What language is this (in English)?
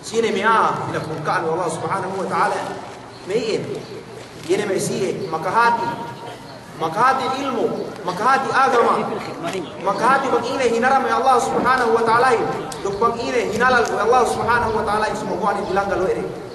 Yakan